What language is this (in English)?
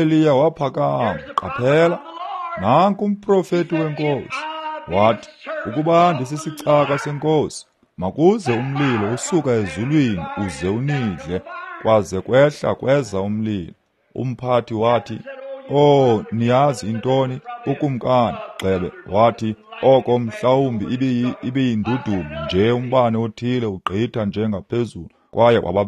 Xhosa